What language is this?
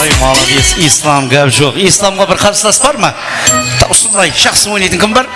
Kara-Kalpak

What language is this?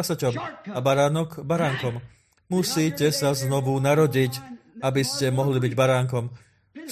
Slovak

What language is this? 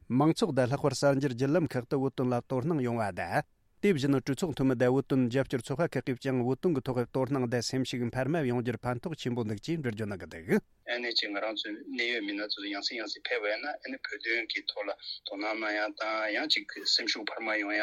Tibetan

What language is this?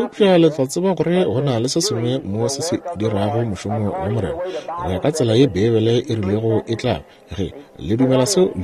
Northern Sotho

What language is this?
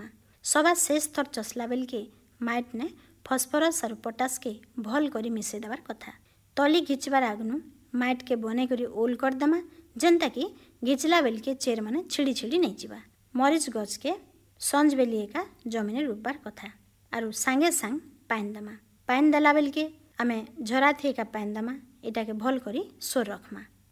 Odia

